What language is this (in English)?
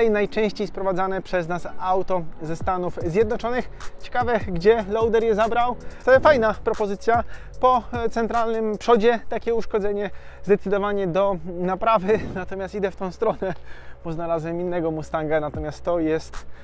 Polish